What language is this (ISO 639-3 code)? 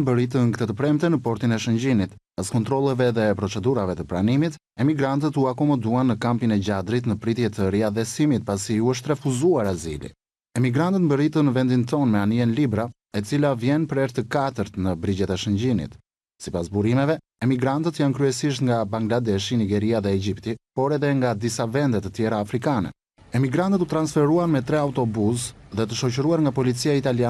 sqi